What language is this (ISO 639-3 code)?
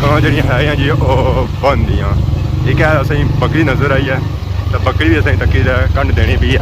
phr